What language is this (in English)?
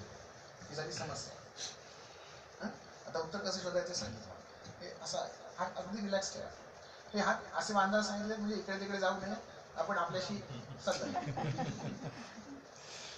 Marathi